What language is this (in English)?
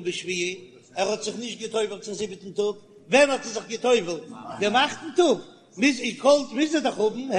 Yiddish